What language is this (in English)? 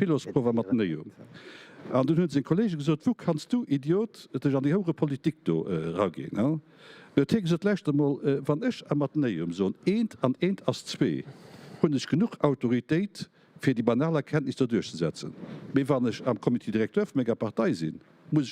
Luxembourgish